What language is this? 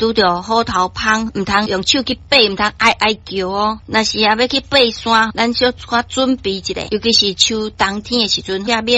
Min Nan Chinese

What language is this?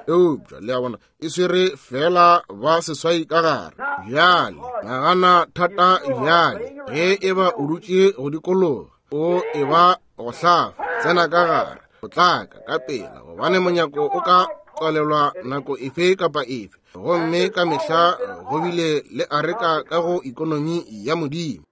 Northern Sotho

